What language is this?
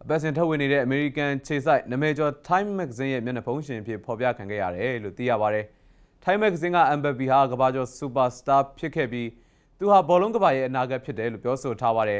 Burmese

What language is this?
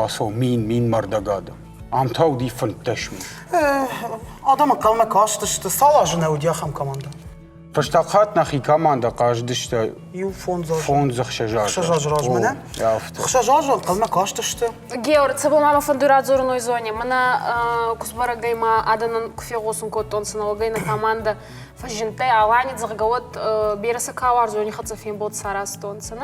Ossetic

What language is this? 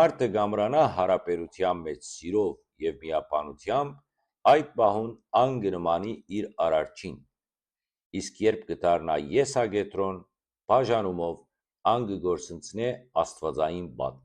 Western Armenian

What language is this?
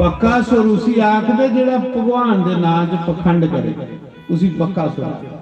Dogri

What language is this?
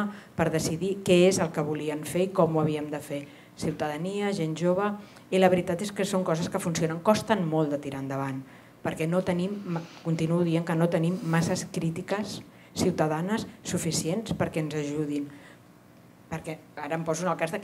Catalan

